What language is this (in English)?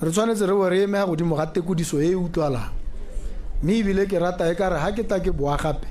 Tswana